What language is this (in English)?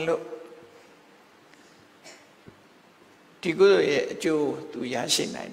Burmese